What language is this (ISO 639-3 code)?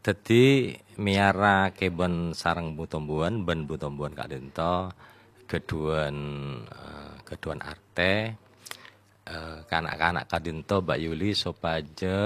mad